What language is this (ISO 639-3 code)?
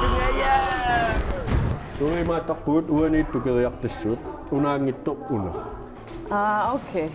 kal